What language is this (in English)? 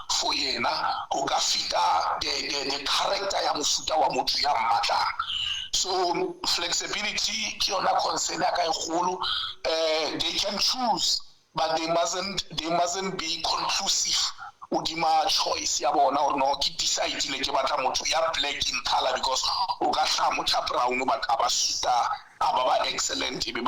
Southern Sotho